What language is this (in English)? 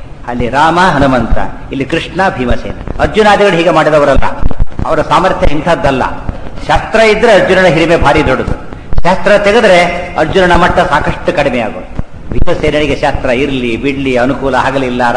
Kannada